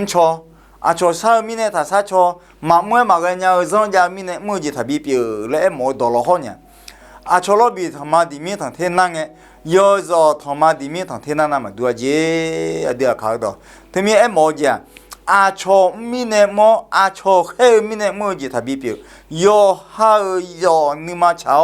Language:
Akha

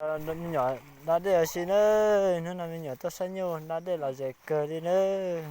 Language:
Hmong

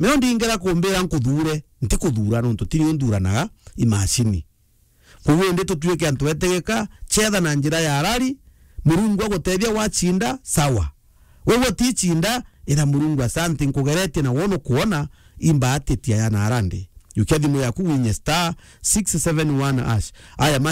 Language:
Meru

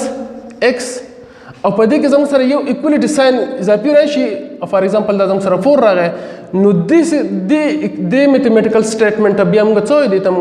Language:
Pashto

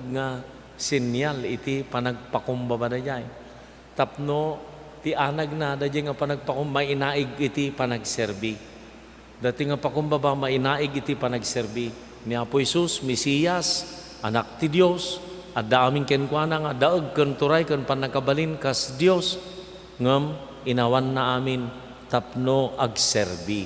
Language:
Iloko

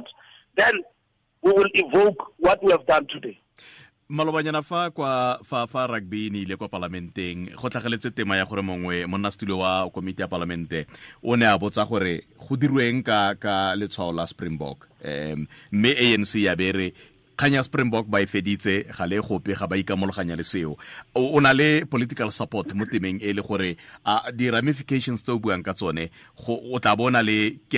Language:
Tswana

